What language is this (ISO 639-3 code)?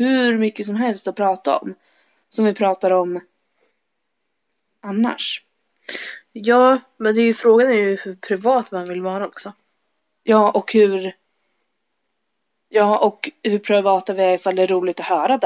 swe